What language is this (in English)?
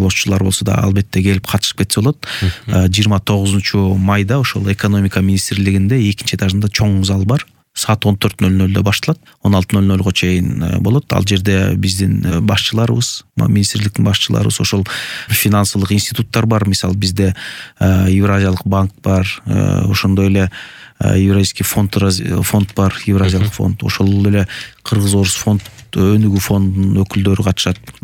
Kyrgyz